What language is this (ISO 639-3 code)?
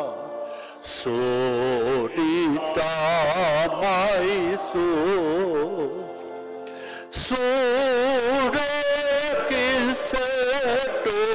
eus